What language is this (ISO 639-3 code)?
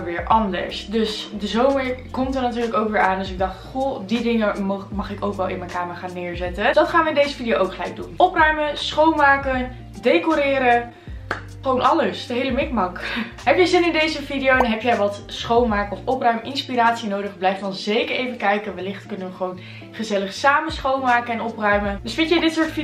nld